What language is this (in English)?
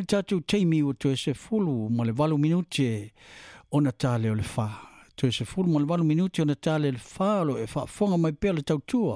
Samoan